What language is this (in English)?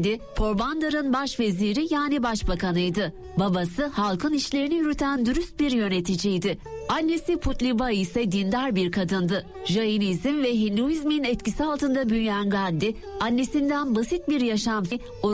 Turkish